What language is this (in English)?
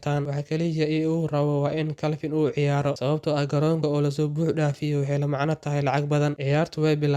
Somali